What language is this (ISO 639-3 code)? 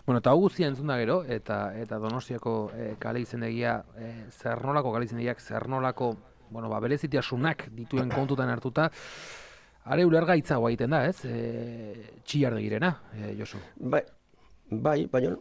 eus